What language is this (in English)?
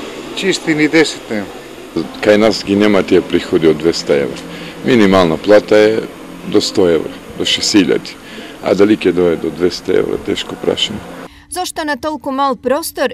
Macedonian